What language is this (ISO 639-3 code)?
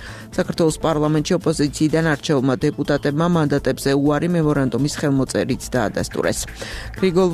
kat